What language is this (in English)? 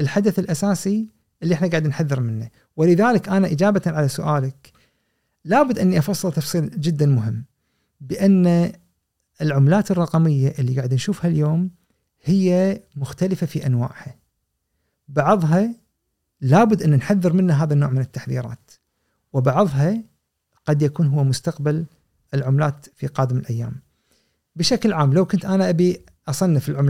Gulf Arabic